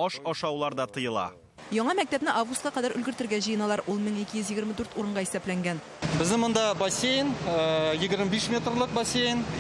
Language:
Tatar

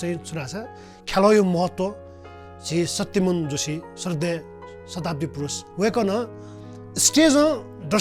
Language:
Newari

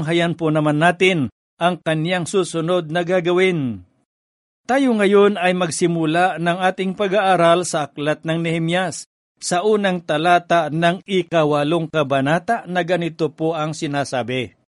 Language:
Filipino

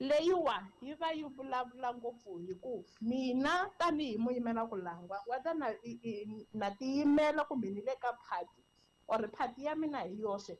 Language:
Tsonga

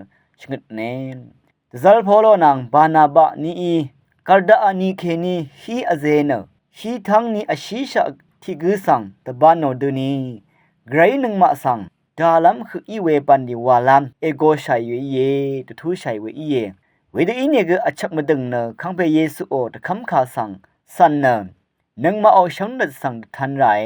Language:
Rawang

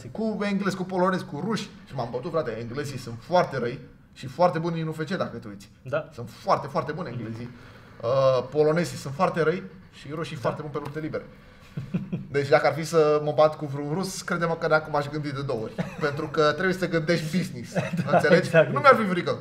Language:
Romanian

